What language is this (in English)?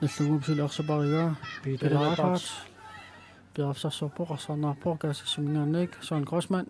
Kalaallisut